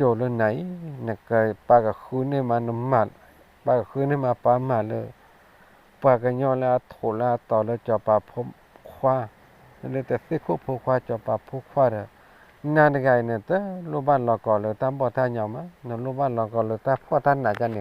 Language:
S'gaw Karen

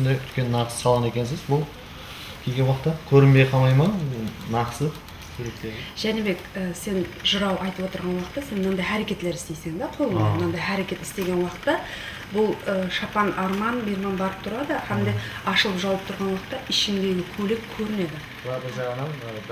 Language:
Kara-Kalpak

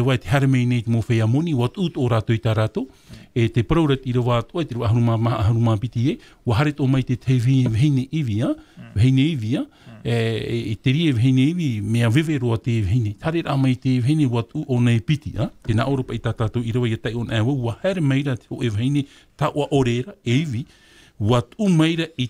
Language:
Tahitian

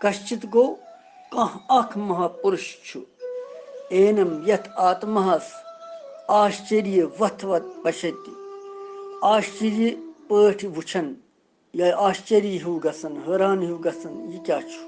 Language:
Kashmiri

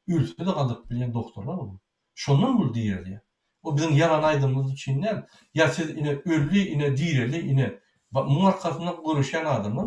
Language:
Turkmen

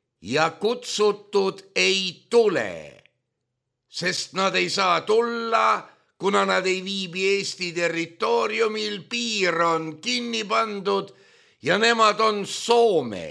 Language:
Estonian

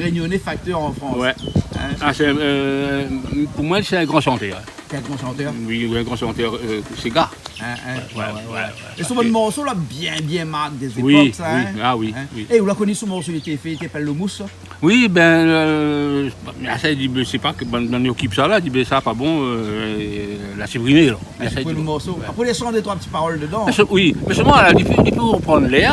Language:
Réunion Creole French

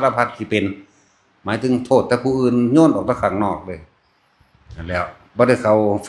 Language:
Northeastern Thai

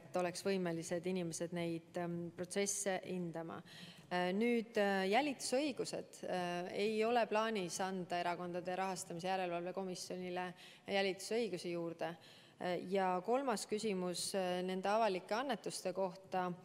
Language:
Estonian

